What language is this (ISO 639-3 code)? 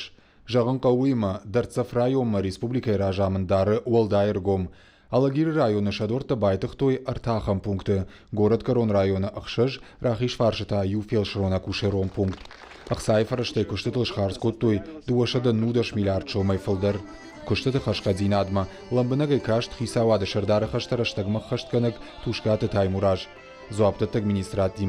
oss